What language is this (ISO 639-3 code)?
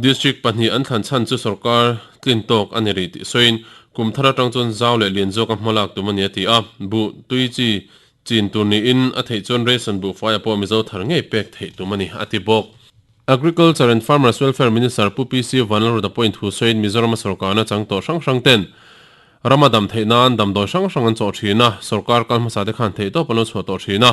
lus